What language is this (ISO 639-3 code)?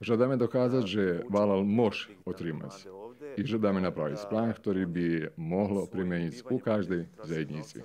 rue